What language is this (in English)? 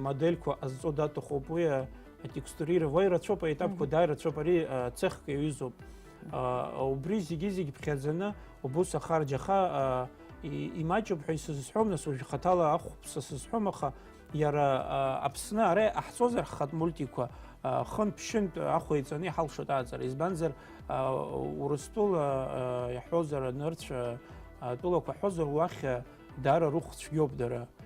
Abkhazian